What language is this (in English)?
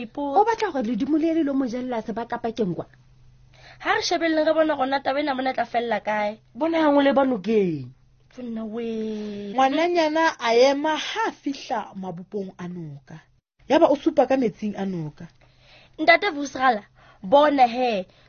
Southern Sotho